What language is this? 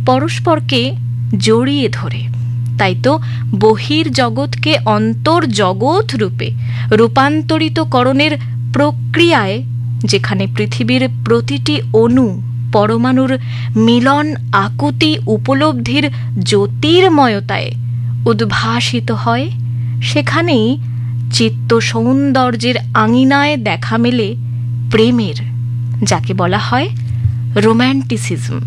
Bangla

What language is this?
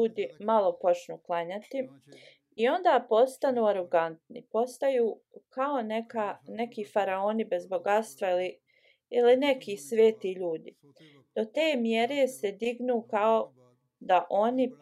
Bosnian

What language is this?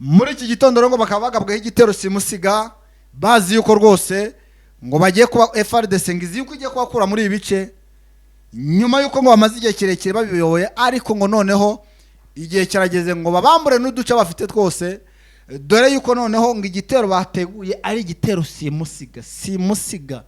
Kinyarwanda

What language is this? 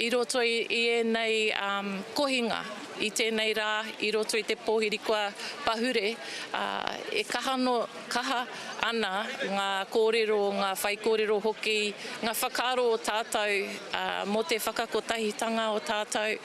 Māori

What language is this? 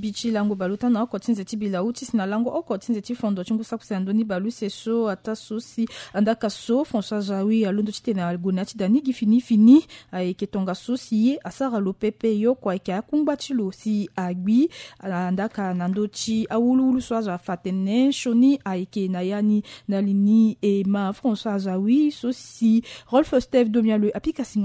Sango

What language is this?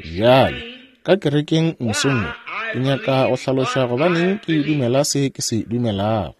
Northern Sotho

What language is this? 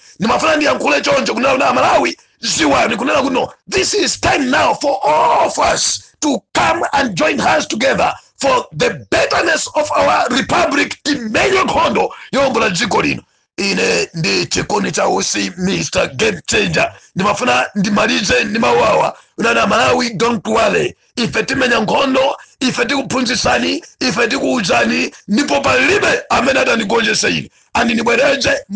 Nyanja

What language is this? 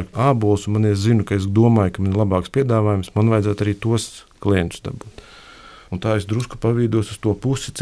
Latvian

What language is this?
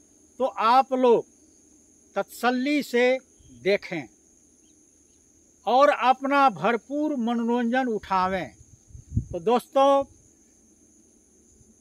Hindi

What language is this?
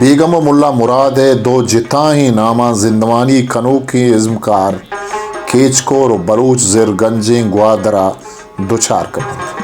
Baluchi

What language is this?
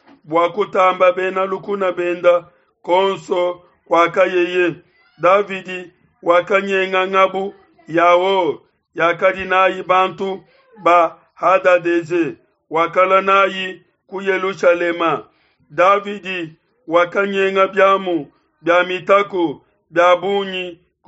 Luba-Lulua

